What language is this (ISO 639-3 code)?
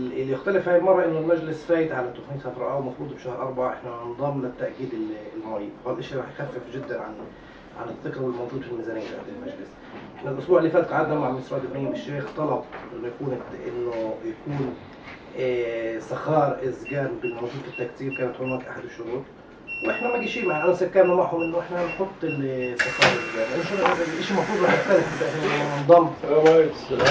apc